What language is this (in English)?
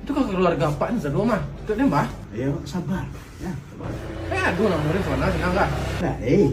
Minangkabau